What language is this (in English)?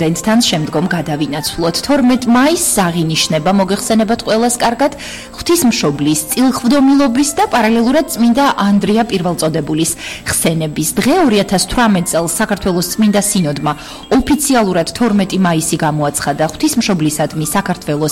Georgian